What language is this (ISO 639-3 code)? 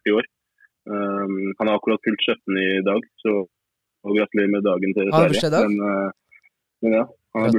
nor